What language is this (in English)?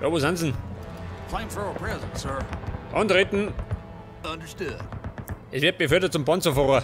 Bavarian